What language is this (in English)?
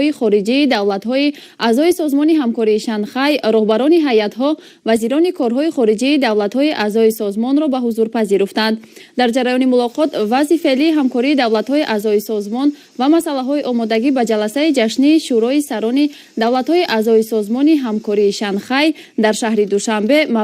Tajik